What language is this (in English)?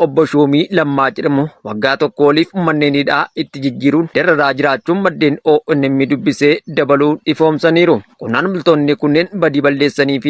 Oromo